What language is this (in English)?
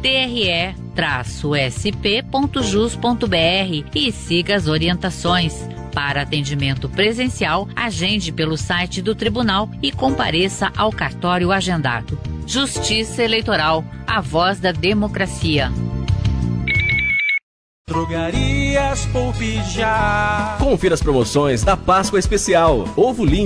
Portuguese